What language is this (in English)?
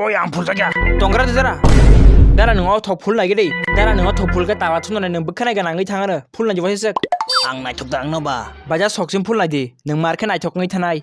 Kok Borok